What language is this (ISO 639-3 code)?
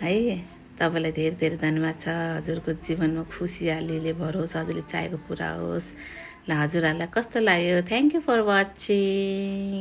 nep